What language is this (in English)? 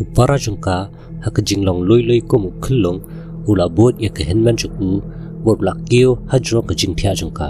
Khasi